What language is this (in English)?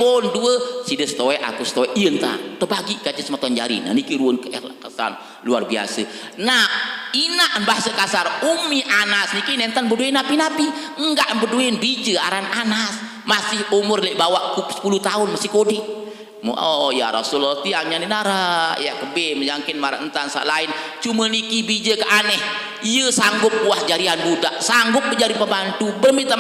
Sasak